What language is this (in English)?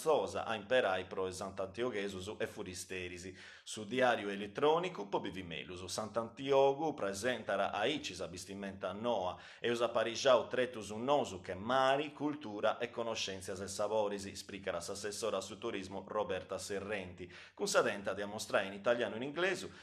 Sardinian